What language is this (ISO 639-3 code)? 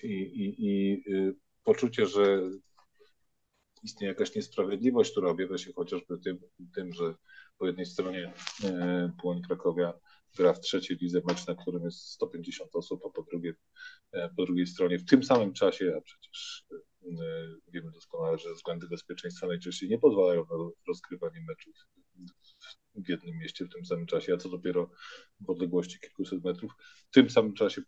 pol